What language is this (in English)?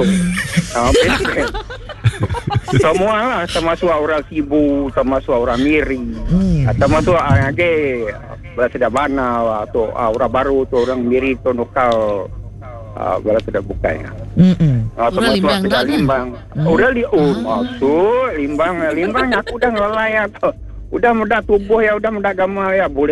Iban